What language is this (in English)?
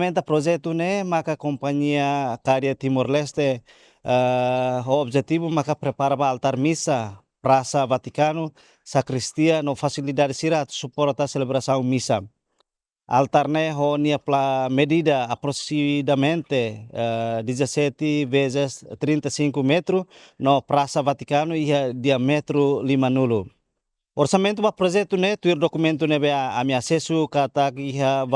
Tetum